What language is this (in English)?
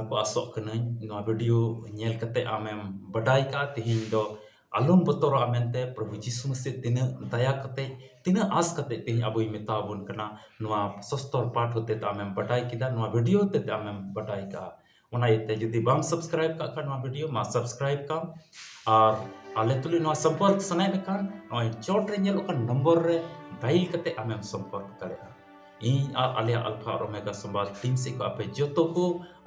Santali